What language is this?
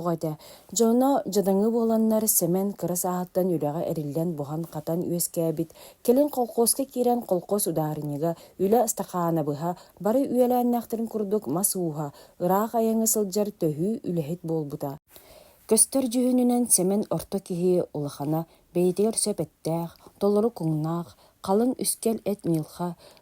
Yakut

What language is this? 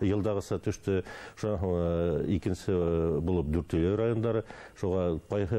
Bashkir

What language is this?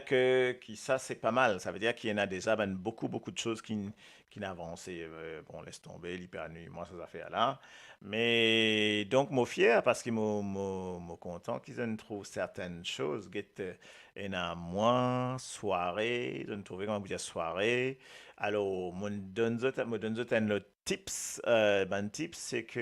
Morisyen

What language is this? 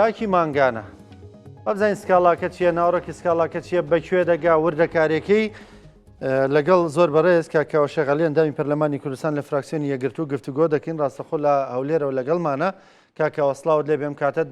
Central Kurdish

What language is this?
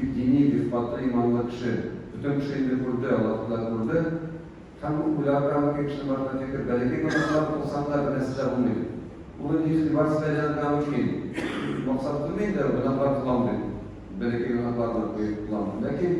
Tatar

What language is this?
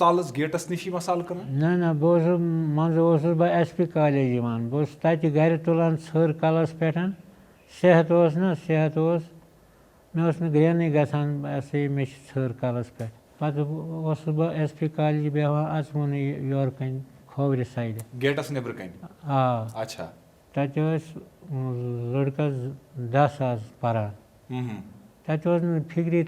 Kashmiri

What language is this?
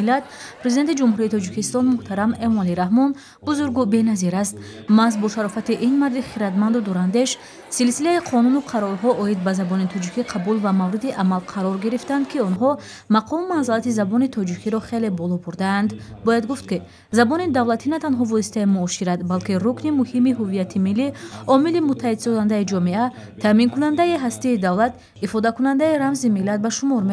Tajik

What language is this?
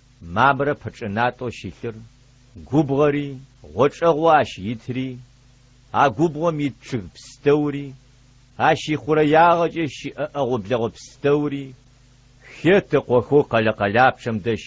Adyghe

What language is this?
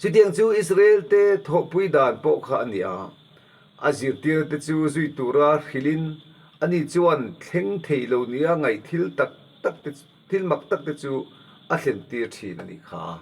Mizo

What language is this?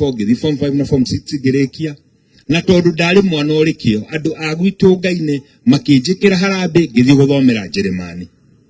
Kikuyu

